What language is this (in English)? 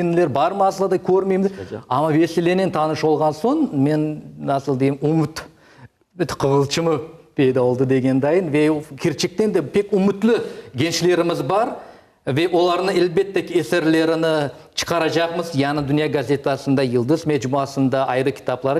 Crimean Tatar